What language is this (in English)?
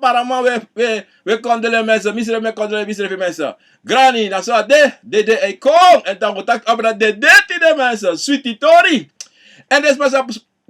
Sranan Tongo